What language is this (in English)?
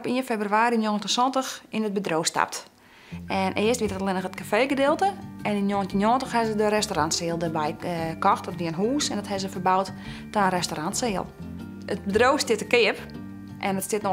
Western Frisian